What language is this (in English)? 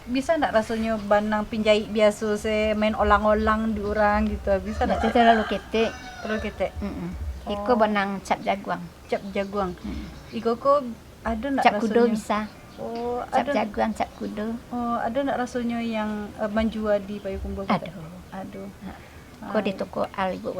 Minangkabau